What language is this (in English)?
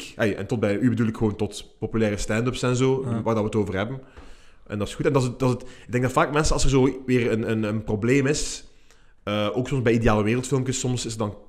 Dutch